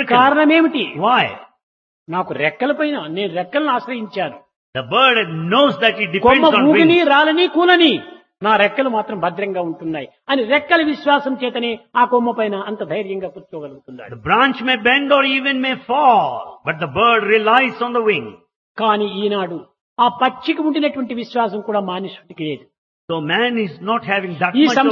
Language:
Telugu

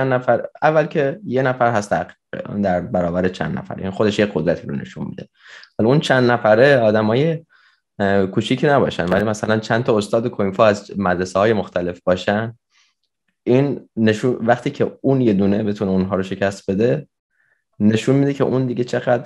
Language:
Persian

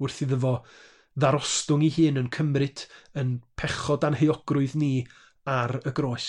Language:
Welsh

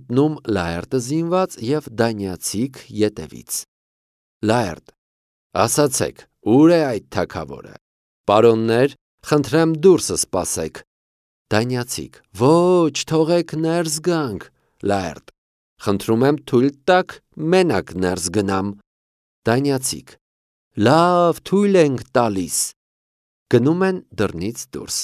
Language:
Armenian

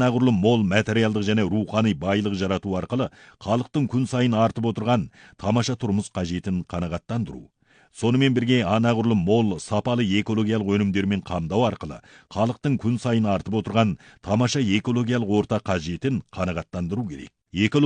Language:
Kazakh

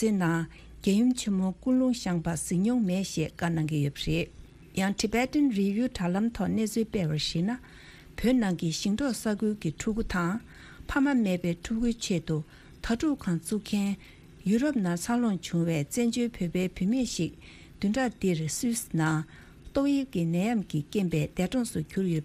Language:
Tibetan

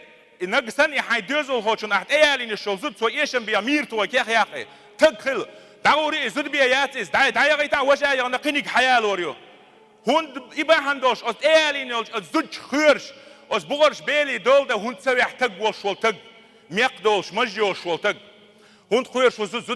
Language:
Chechen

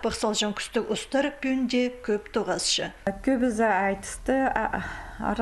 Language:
Khakas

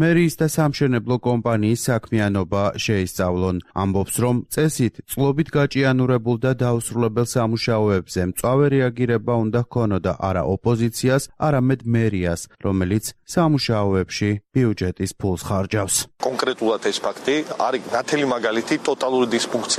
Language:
Georgian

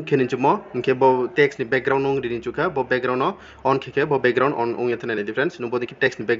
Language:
Riang (India)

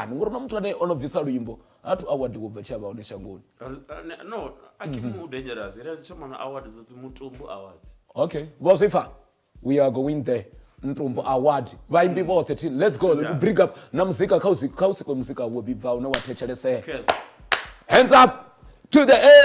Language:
Venda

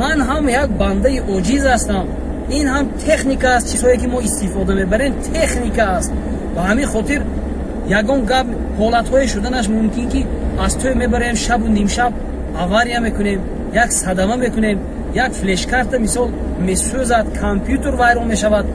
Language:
Tajik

